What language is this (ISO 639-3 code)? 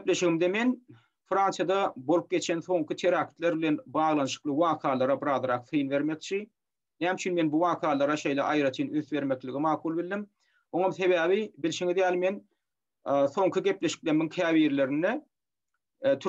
tuk